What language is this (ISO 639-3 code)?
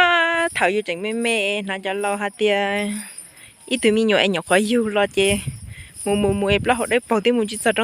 hmn